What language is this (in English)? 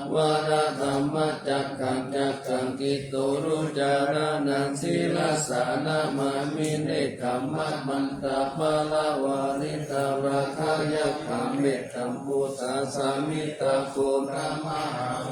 Pali